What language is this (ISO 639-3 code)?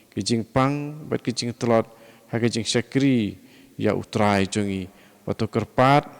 kha